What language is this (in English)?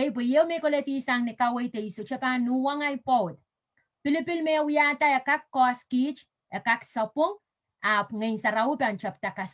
Pohnpeian